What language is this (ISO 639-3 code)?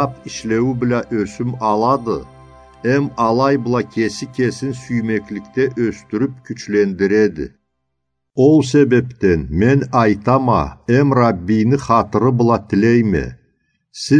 krc